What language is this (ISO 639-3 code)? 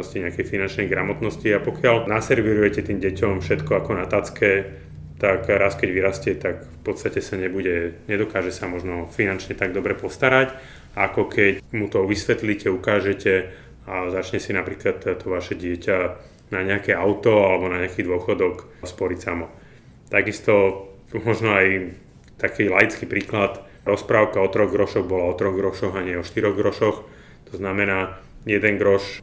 slk